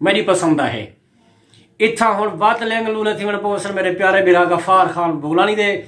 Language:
Saraiki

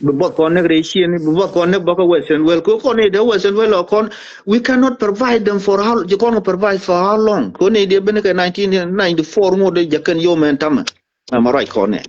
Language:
Nuer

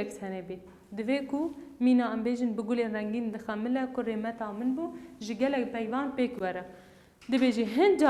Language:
Kurdish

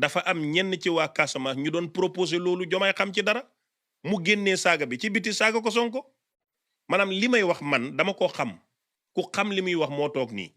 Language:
Wolof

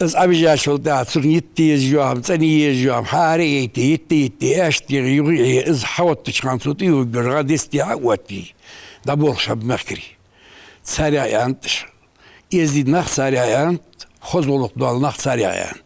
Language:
Ingush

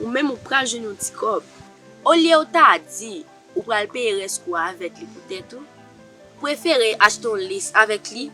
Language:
Haitian Creole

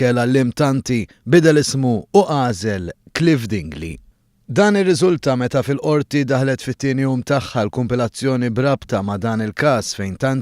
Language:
Maltese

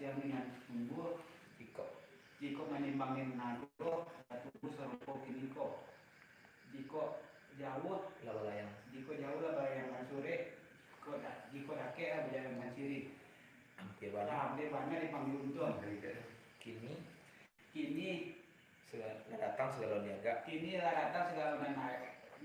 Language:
Minangkabau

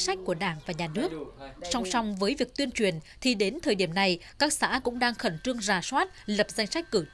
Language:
Vietnamese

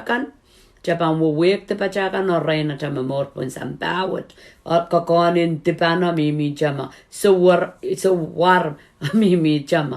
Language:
Pohnpeian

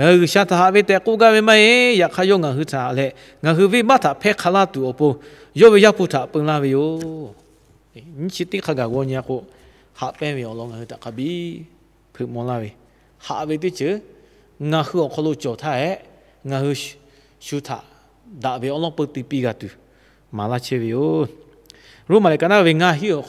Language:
Lahu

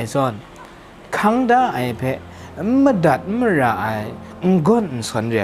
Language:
Kachin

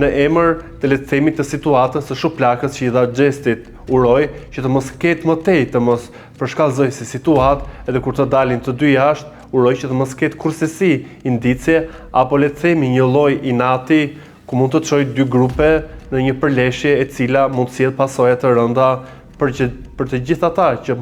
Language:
Albanian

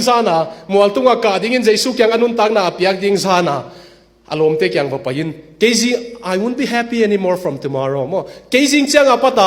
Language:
Tedim Chin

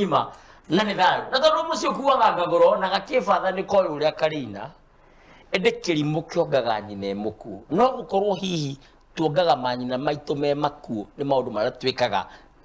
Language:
Kikuyu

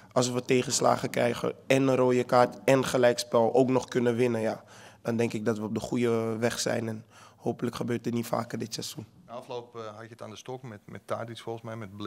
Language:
Dutch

